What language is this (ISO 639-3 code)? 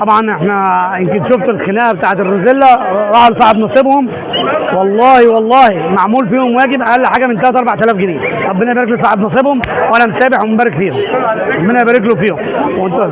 arz